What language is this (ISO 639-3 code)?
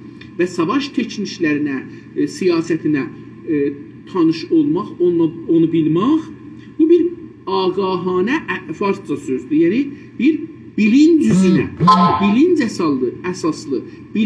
azb